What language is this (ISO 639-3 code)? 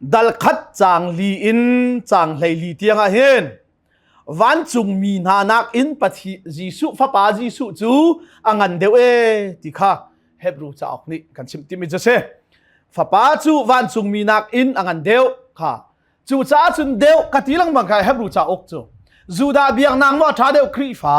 cnh